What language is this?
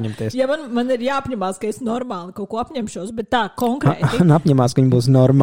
Latvian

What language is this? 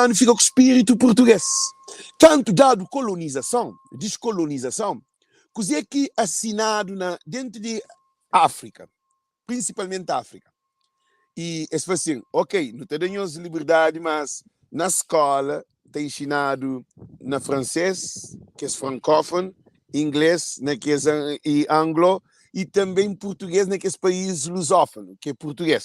Kabuverdianu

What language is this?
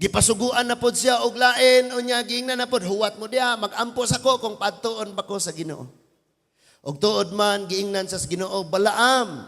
Cebuano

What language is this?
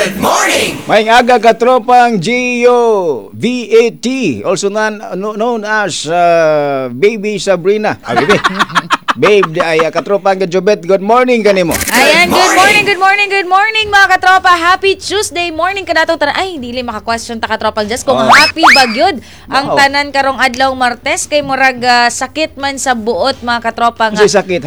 Cebuano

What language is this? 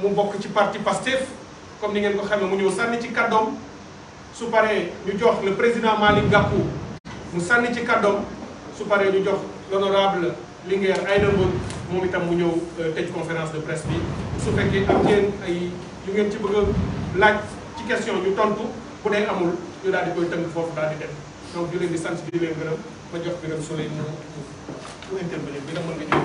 Wolof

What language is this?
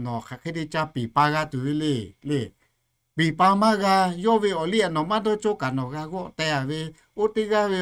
Lahu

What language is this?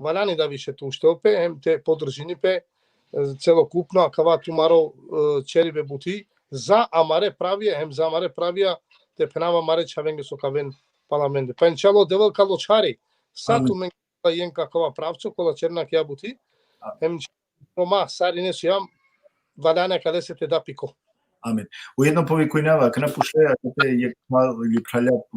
Balkan Romani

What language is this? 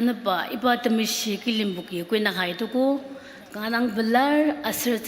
Ao Naga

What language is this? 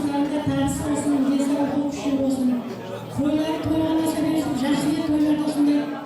Kara-Kalpak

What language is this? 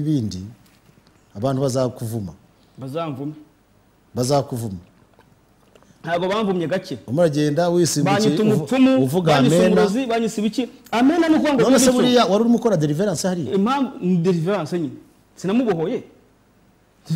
Kinyarwanda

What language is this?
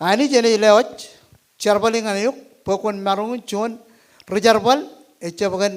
Marshallese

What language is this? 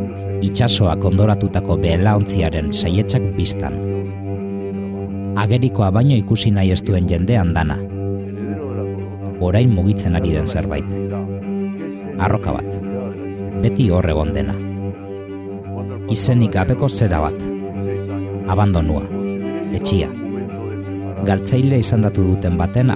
Basque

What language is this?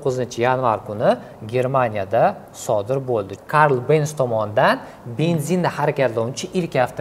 Uzbek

